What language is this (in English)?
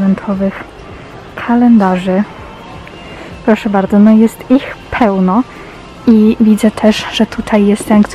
Polish